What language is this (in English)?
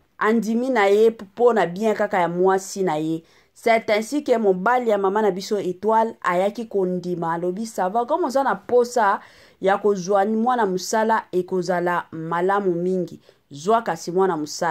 Lingala